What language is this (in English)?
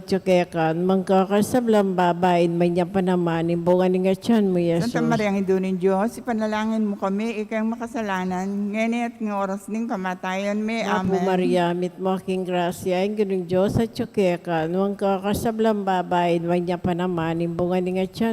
Pampanga